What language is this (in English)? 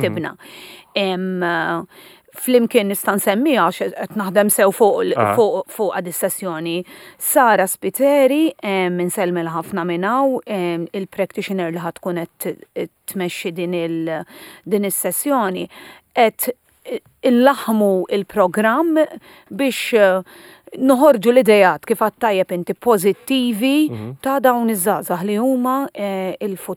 Maltese